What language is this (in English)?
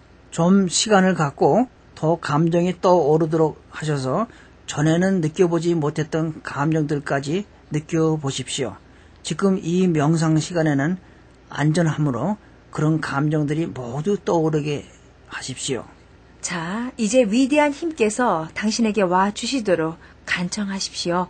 Korean